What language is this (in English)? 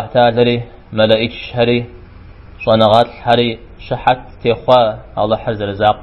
Kabardian